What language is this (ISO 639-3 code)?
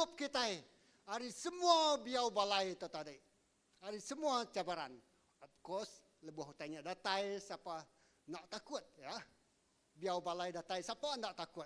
iba